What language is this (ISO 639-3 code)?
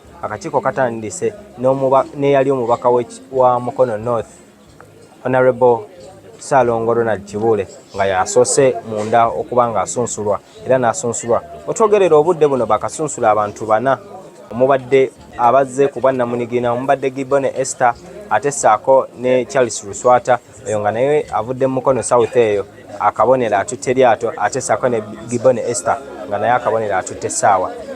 lug